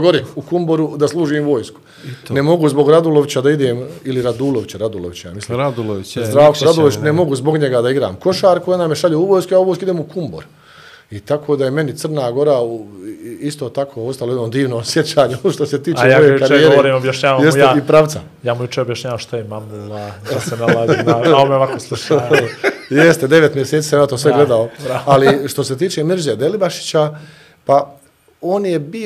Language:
Bosnian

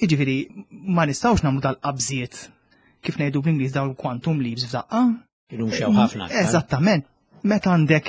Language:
Maltese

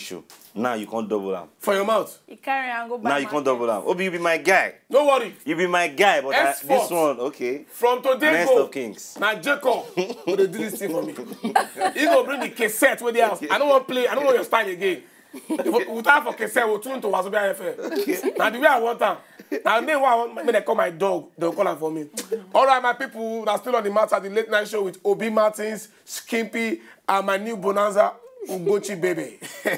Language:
Nigerian Pidgin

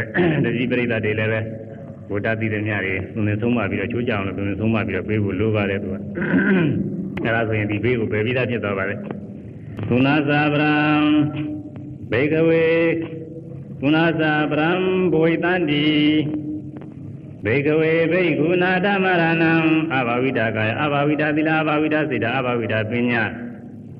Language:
Burmese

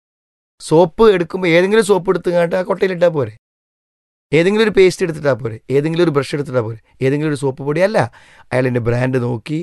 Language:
Malayalam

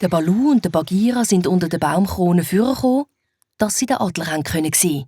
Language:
Swiss German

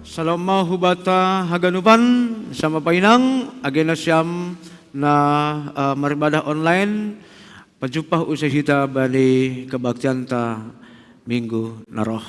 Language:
Batak Simalungun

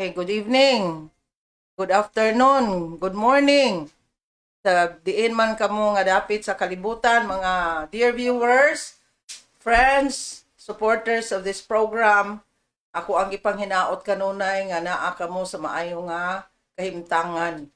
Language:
Cebuano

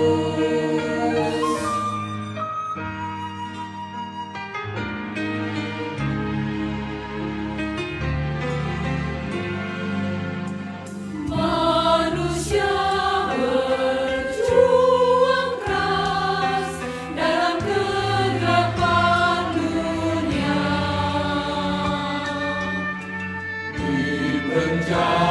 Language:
Indonesian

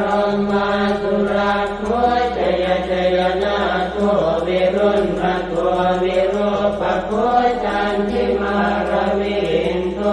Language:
Pali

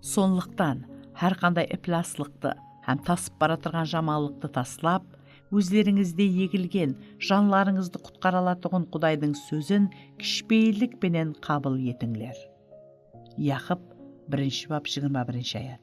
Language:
Kara-Kalpak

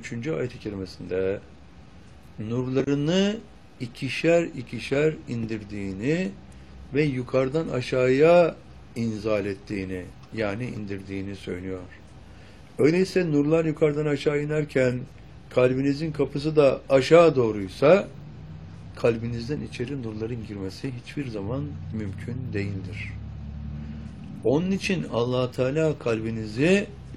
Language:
Turkish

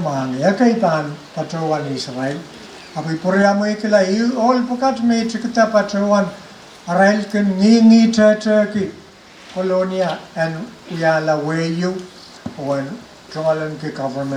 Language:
Pohnpeian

